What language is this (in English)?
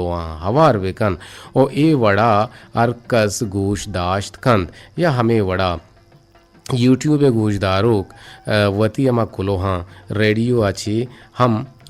Eastern Balochi